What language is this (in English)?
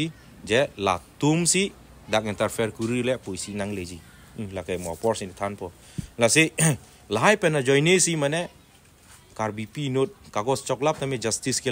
Karbi